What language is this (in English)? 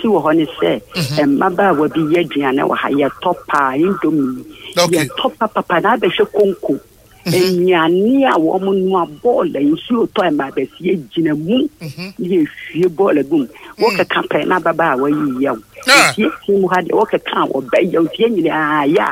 Akan